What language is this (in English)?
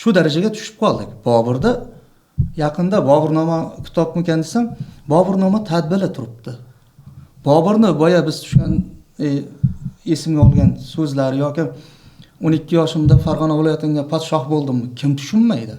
Uzbek